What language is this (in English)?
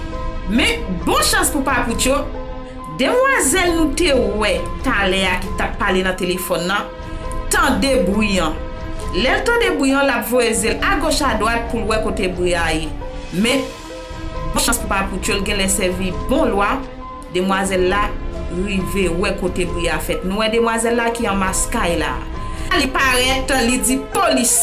Haitian Creole